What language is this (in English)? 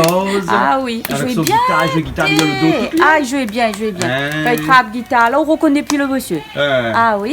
Réunion Creole French